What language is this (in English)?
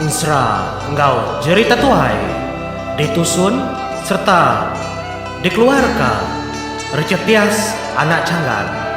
Iban